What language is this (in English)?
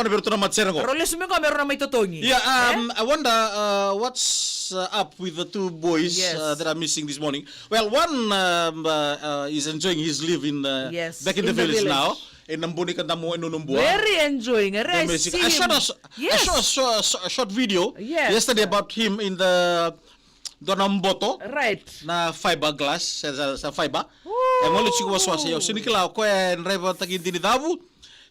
Fijian